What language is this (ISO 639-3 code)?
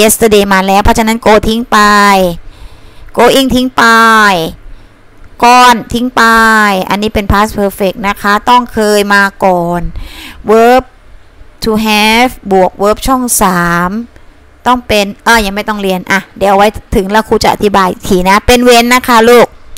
tha